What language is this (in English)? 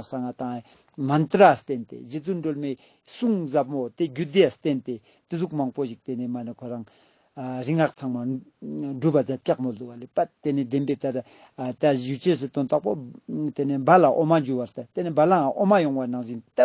Ladakhi